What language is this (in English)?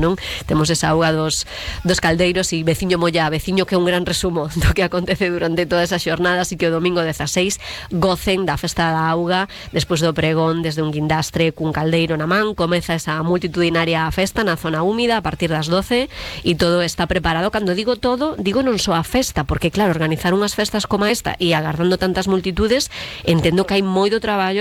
Galician